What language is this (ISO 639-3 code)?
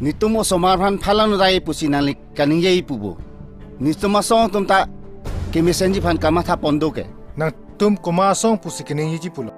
mjw